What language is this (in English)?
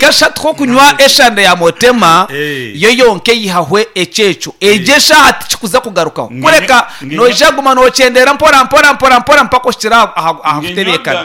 Nyankole